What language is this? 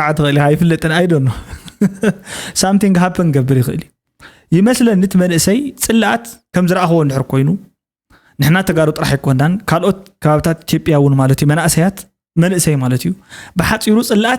Tigrinya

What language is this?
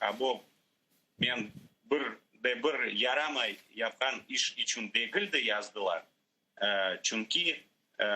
Crimean Tatar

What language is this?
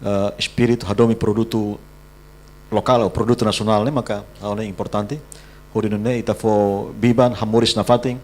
Tetum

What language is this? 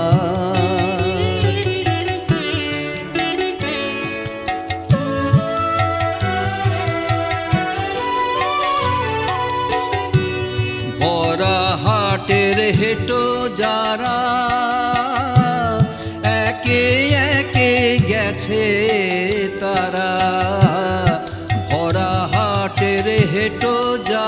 Bangla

